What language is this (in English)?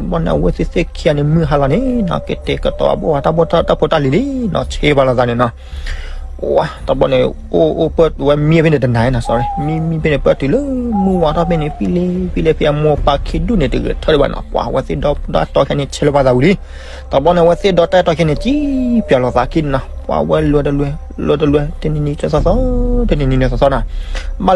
S'gaw Karen